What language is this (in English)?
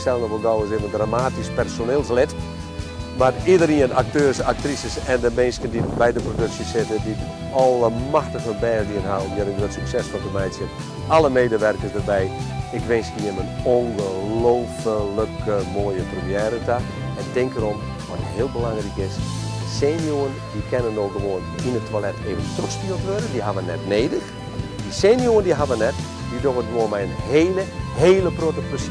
Western Frisian